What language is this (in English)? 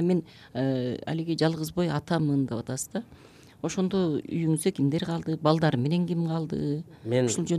Kyrgyz